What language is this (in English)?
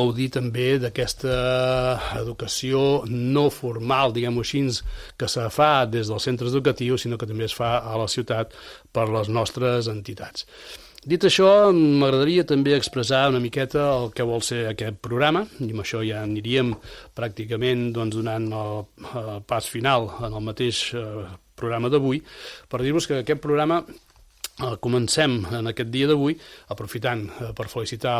Catalan